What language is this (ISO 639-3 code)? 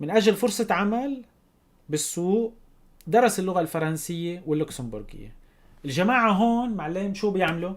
apc